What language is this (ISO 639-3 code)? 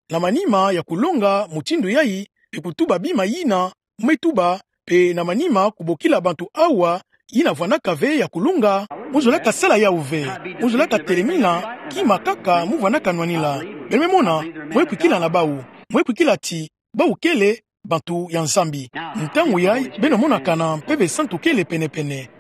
ktu